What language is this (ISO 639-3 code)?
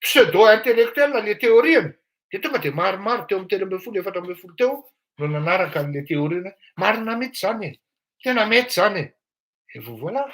mlg